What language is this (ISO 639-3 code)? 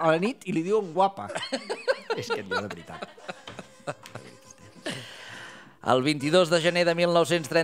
cat